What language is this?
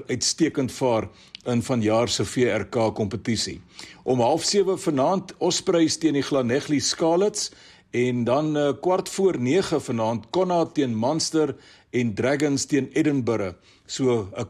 Afrikaans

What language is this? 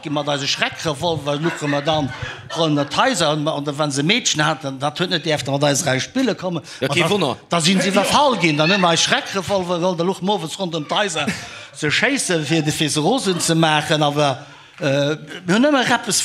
Luxembourgish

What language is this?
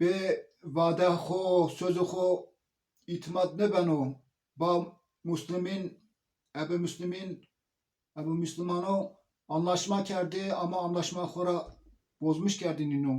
Zaza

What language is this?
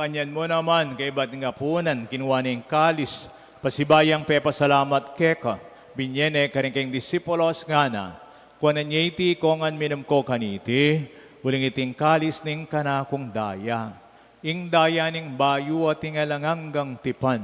Pampanga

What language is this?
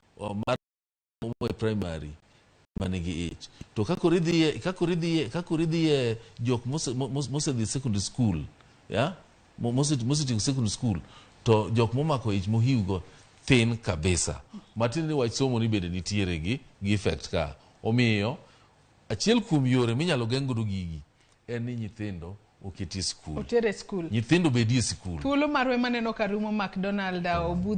Luo (Kenya and Tanzania)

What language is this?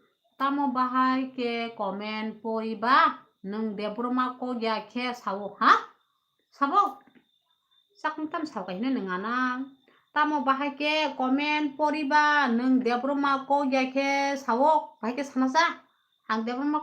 Kok Borok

